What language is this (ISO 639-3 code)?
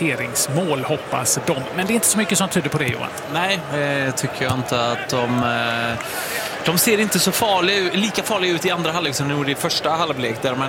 swe